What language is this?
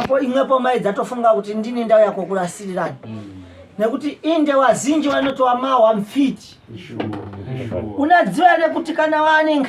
Shona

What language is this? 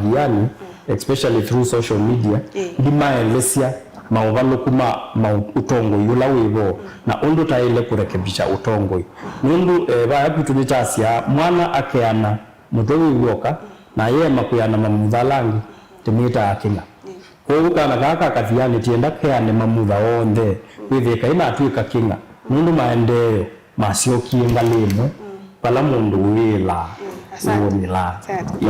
Kamba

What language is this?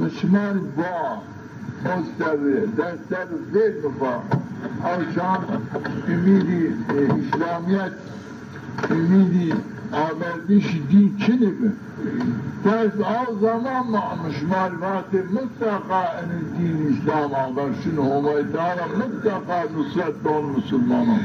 Zaza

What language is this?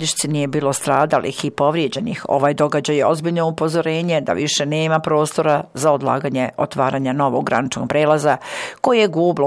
Bosnian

